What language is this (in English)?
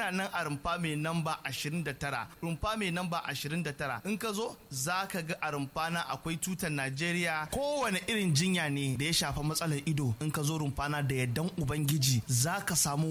Hausa